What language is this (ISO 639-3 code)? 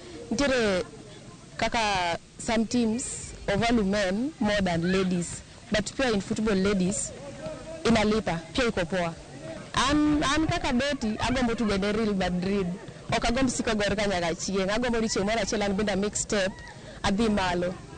luo